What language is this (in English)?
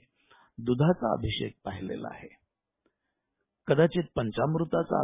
Marathi